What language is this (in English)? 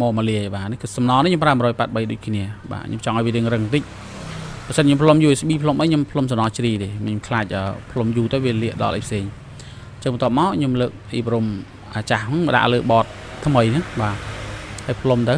Khmer